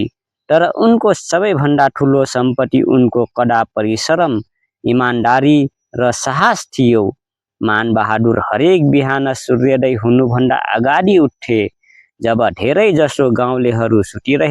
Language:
Nepali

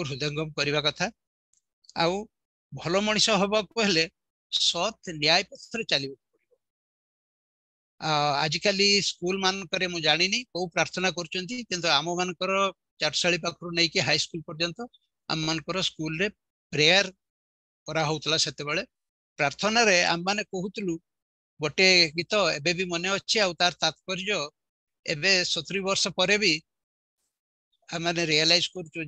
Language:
Odia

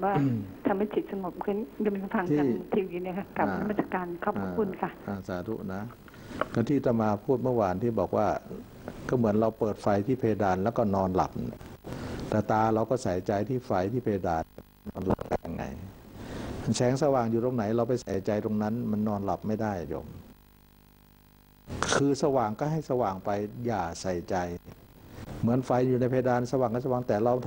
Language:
Thai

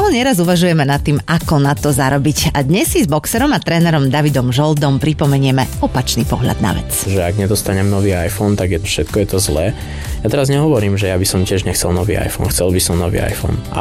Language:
Slovak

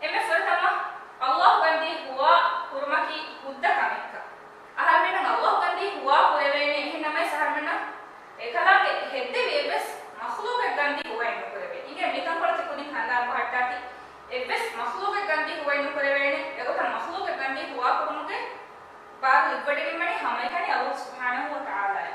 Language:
Divehi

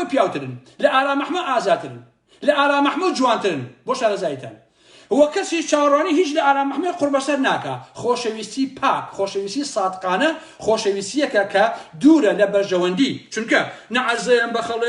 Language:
Central Kurdish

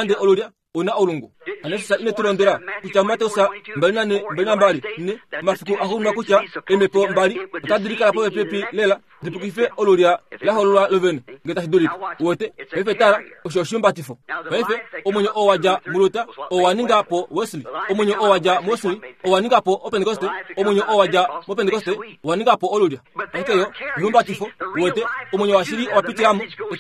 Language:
Kuanyama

